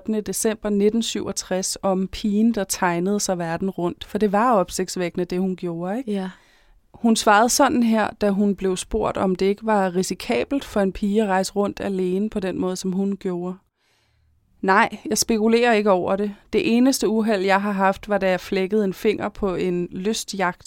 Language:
Danish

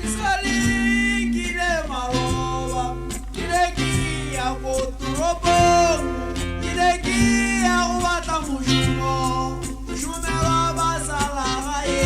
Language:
Tswana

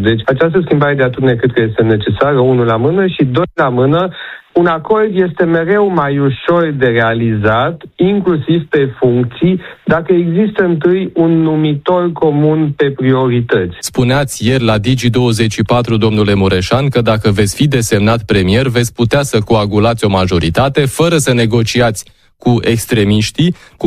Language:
Romanian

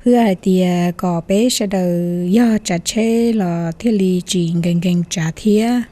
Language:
Hmong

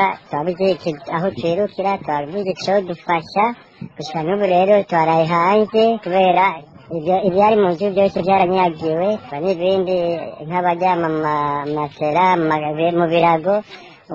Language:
Rundi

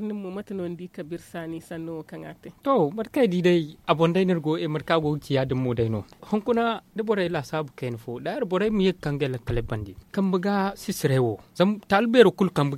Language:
Zarma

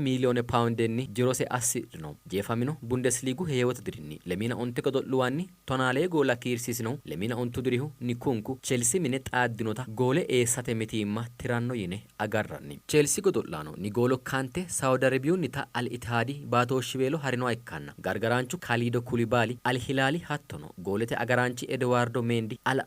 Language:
Sidamo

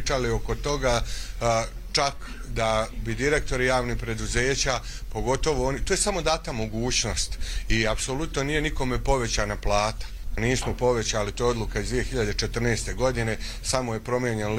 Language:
Croatian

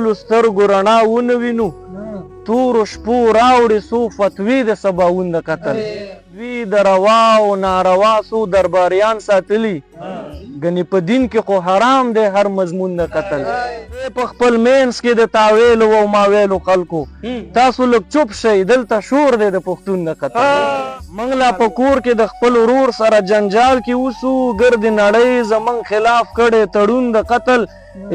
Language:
Pashto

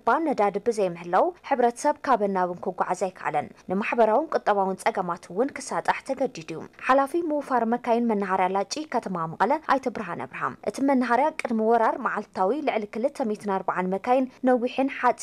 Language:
Tigrinya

